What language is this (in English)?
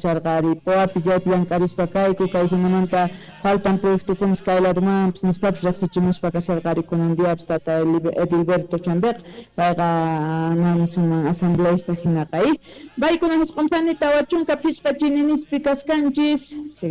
South Bolivian Quechua